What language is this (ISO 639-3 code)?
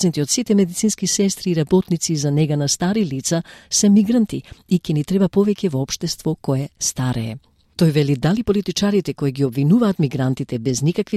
mkd